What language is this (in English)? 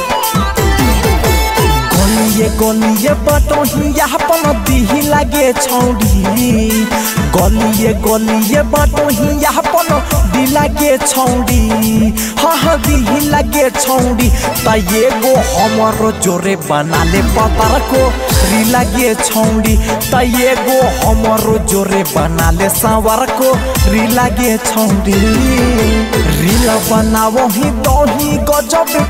Bhojpuri